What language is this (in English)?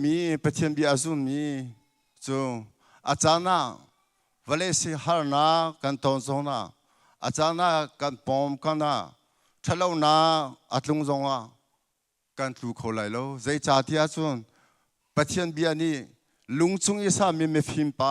Hakha Chin